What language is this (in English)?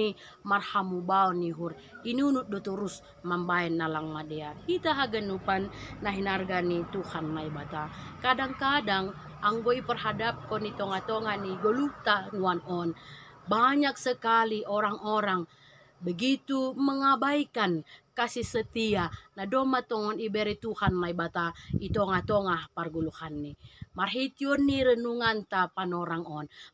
Batak Simalungun